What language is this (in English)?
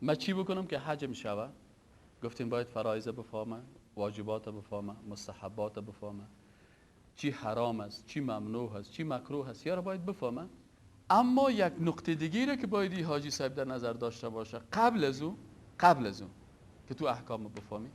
Persian